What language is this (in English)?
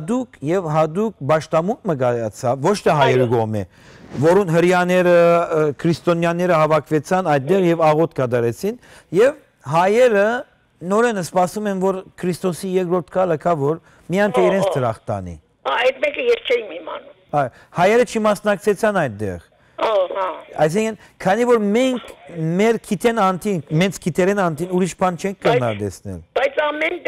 Western Armenian